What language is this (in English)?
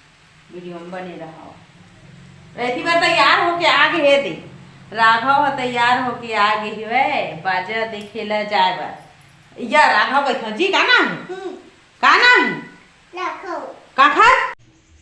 Chhattisgarhi